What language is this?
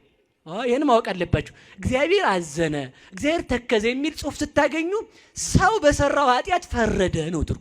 Amharic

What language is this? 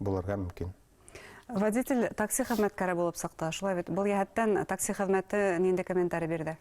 Bashkir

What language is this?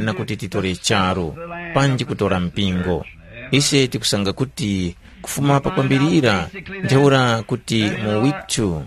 Tumbuka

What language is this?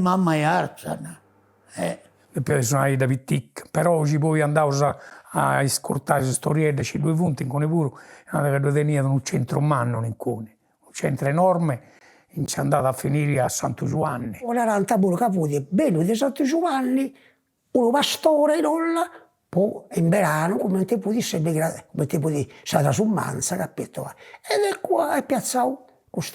Sardinian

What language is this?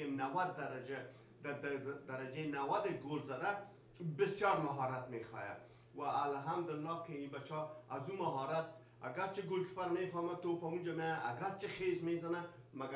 Persian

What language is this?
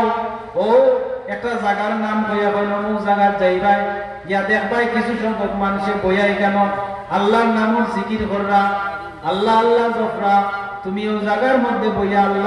Sylheti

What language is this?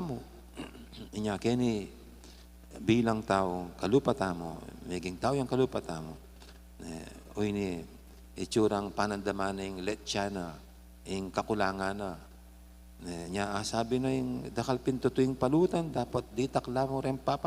Pampanga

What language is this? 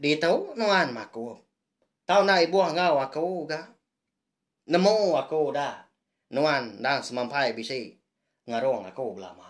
Iban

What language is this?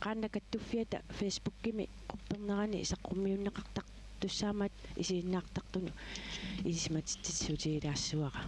Kalaallisut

